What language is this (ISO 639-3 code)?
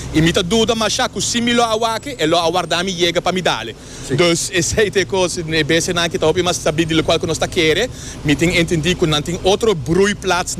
pap